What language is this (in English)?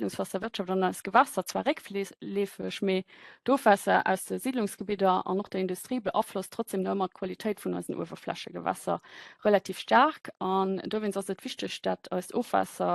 Luxembourgish